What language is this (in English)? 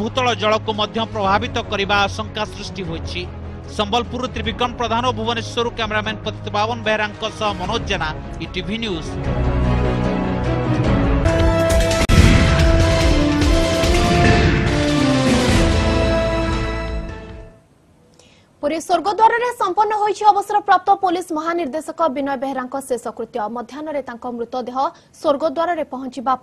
Odia